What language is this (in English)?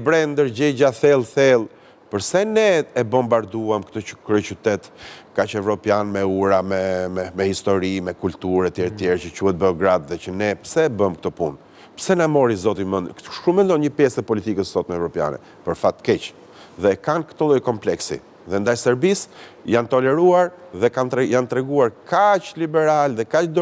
Albanian